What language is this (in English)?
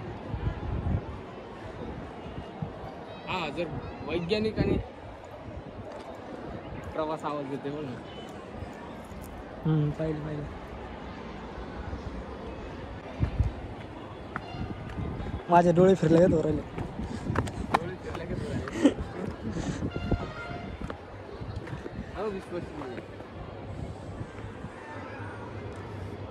Marathi